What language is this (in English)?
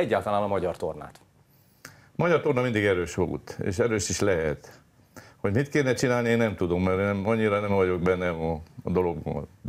Hungarian